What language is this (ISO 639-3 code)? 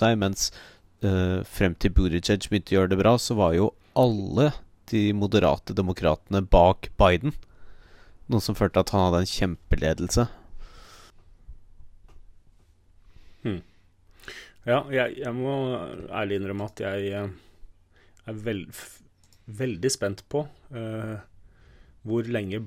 nor